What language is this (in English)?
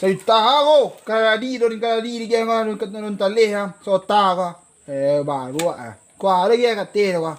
Minangkabau